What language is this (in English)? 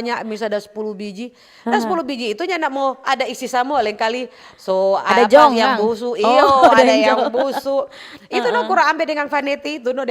Manado Malay